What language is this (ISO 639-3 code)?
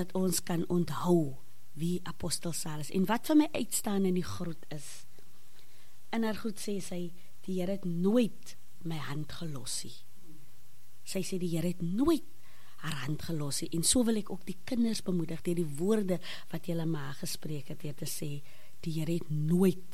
afr